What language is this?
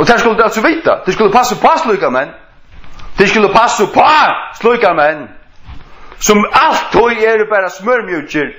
Faroese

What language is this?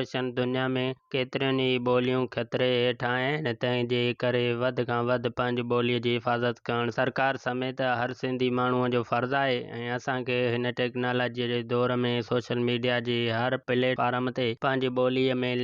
Sindhi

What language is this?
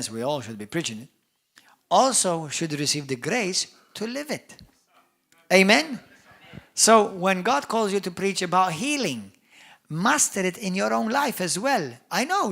English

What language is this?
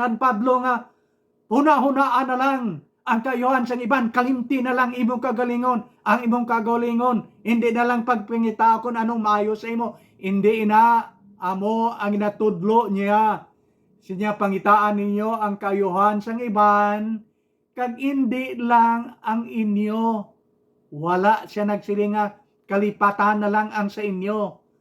Hiligaynon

